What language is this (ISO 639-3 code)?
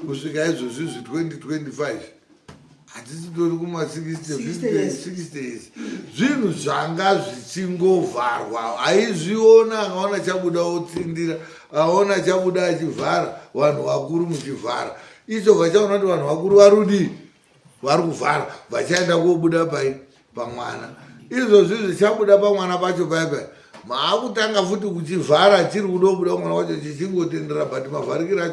sna